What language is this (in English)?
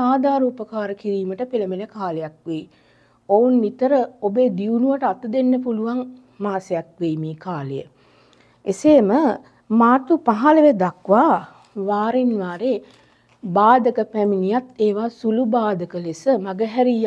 Sinhala